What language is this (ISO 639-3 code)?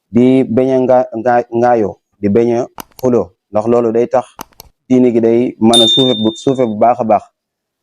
wol